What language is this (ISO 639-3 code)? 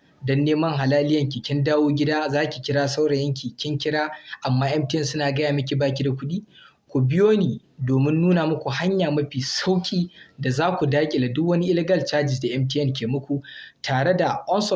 hau